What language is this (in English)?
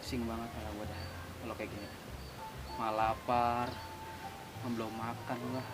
Betawi